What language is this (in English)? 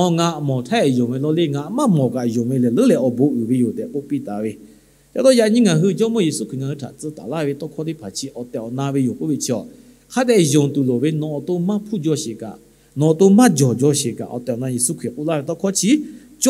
Lahu